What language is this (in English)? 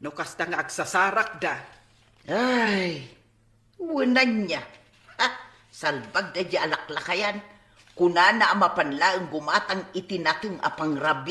Iloko